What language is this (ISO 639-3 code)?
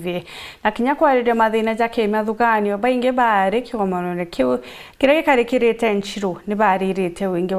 mer